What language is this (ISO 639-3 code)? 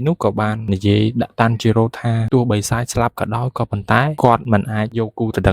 khm